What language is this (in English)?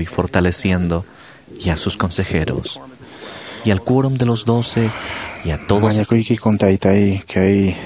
Quechua